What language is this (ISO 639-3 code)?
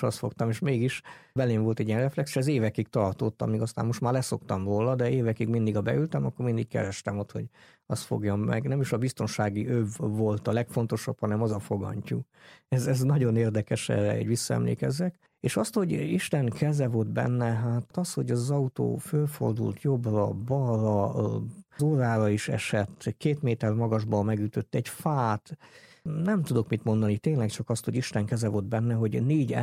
hun